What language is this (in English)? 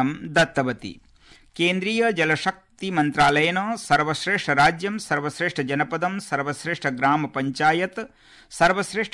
Sanskrit